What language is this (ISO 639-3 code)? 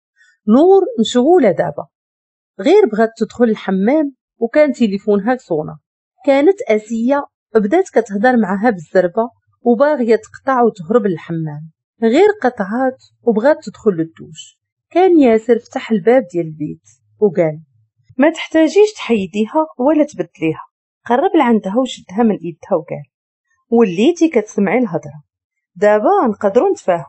ary